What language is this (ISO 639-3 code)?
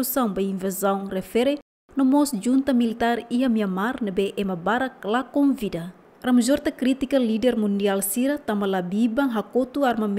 tet